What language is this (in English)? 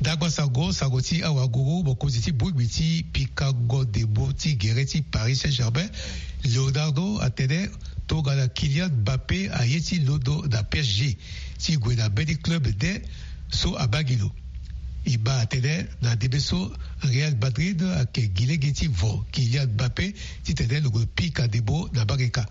Sango